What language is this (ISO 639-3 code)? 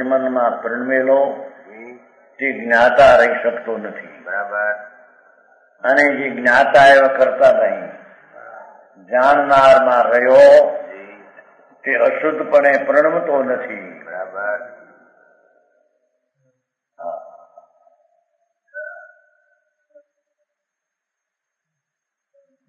guj